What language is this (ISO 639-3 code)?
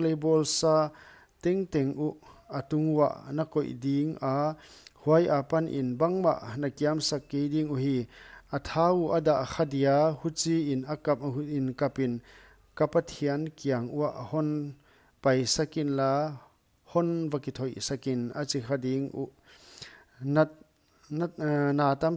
pck